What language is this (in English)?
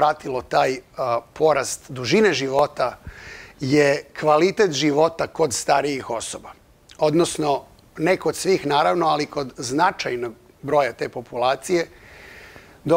Serbian